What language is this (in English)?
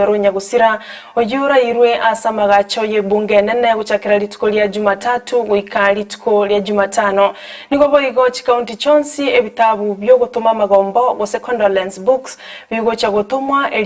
Gusii